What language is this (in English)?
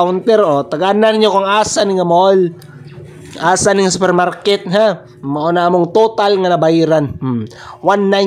Cebuano